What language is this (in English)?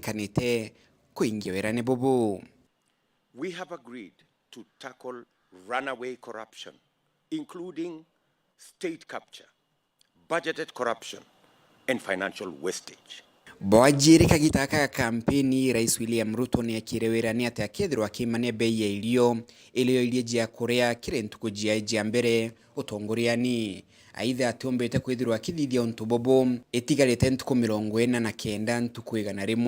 Meru